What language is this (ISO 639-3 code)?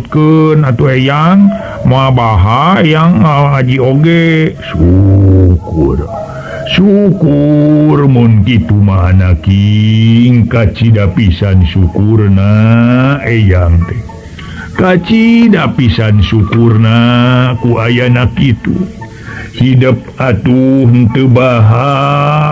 sun